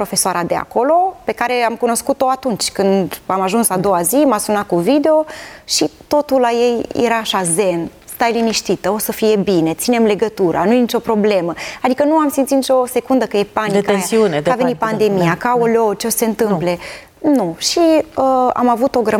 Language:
Romanian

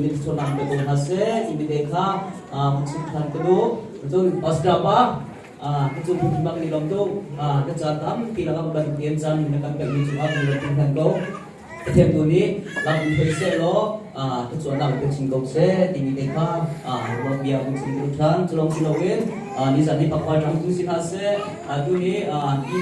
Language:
Hakha Chin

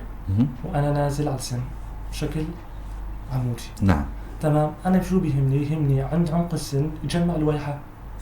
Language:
North Levantine Arabic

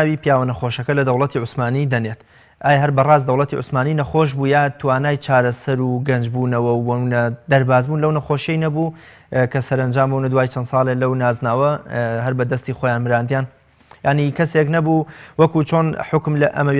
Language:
Central Kurdish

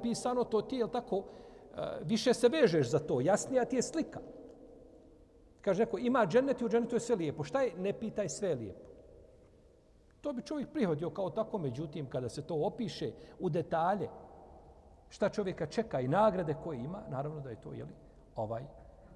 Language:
Bosnian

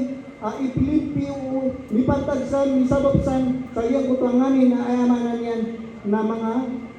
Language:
Maranao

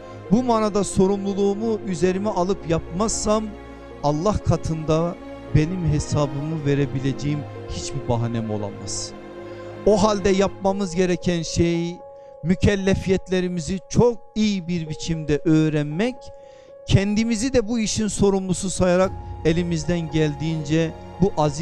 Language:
Turkish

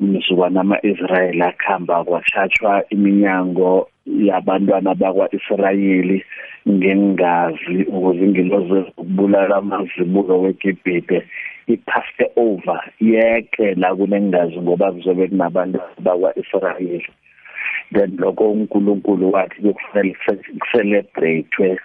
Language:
South Ndebele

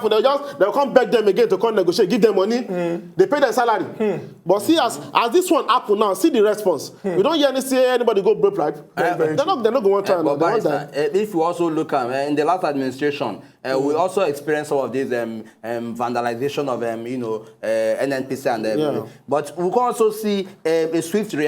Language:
Nigerian Pidgin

